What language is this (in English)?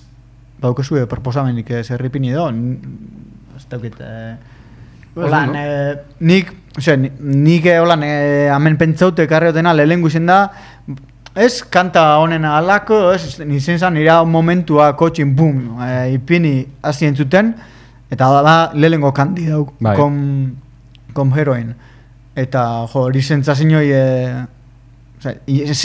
Basque